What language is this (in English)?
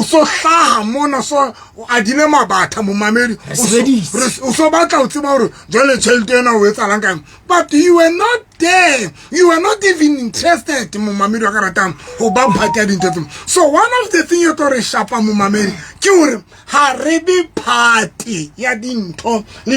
Southern Sotho